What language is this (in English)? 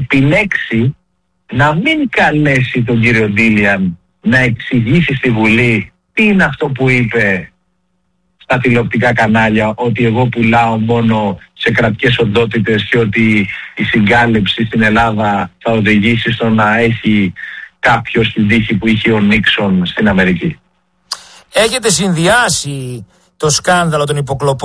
Greek